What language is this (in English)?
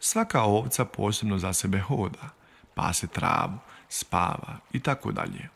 Bosnian